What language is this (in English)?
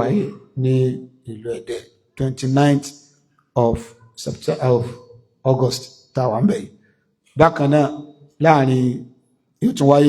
Yoruba